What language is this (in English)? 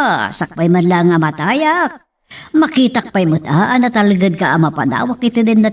Iloko